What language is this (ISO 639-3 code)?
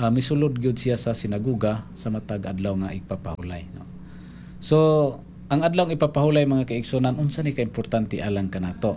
ceb